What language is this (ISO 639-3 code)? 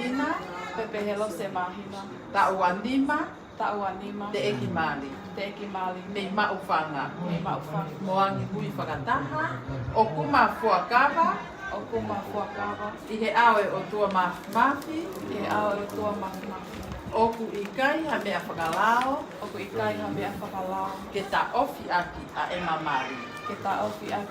ton